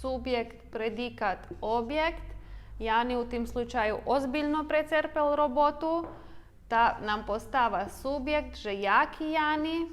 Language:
Rusyn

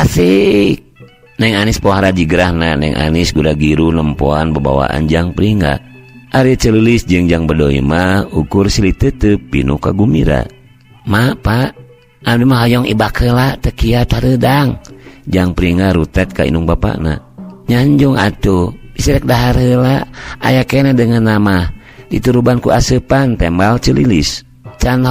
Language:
Sundanese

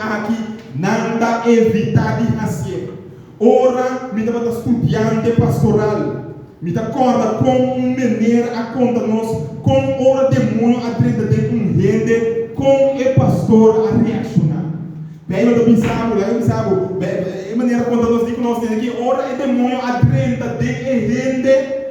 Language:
Papiamento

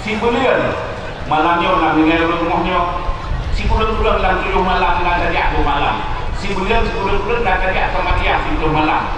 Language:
Achinese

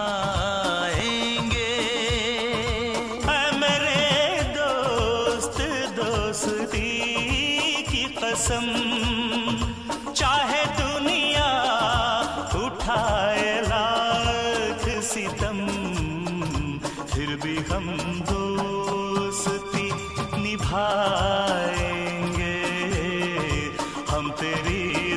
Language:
Hindi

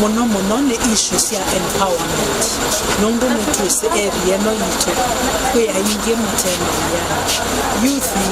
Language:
Kamba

